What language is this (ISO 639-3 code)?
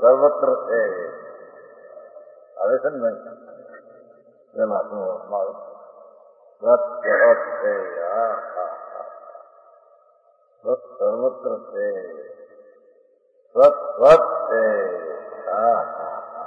guj